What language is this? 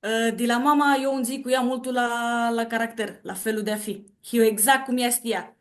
Aromanian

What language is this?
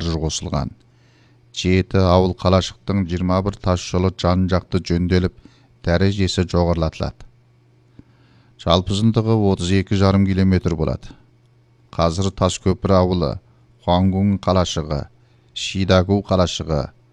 Kazakh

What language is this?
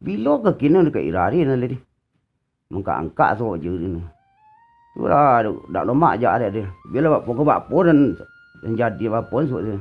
Minangkabau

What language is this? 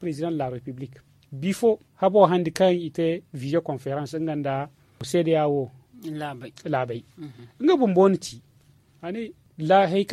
Zarma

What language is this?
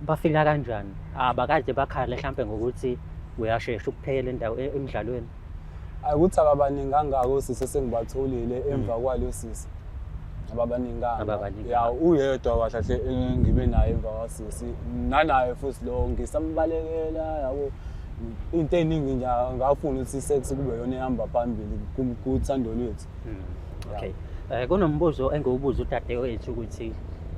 Zulu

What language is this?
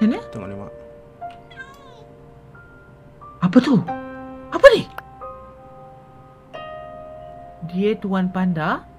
Malay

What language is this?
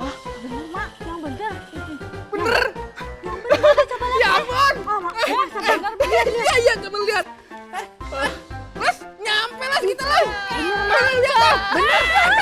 Betawi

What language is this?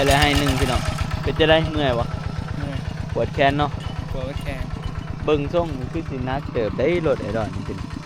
Northeastern Thai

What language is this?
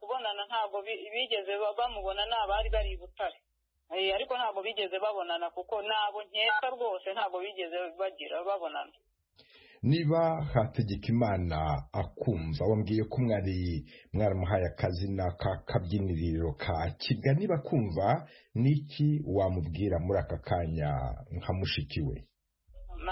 Kinyarwanda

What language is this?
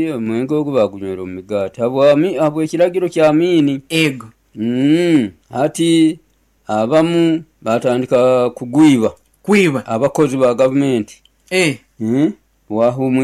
Nyoro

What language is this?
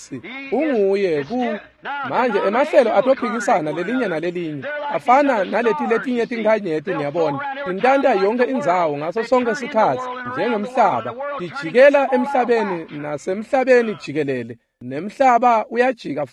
Swati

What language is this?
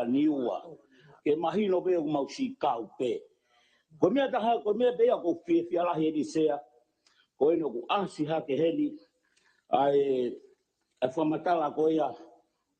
Tongan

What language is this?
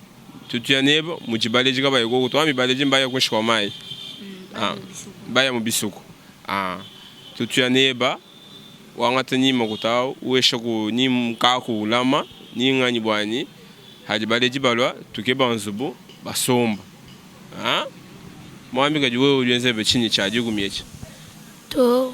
Luba-Lulua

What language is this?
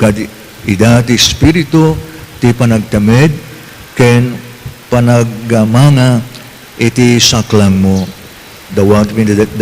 Iloko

